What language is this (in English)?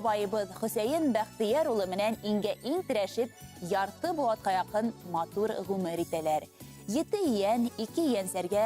Bashkir